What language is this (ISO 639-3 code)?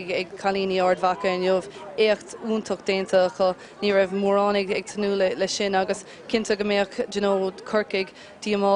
gle